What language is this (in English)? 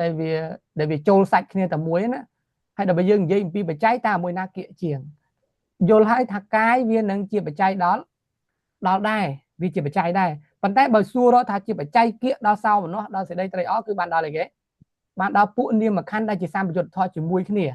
Khmer